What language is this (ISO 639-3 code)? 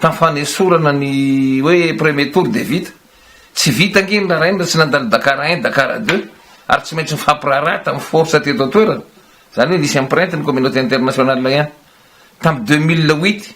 mlg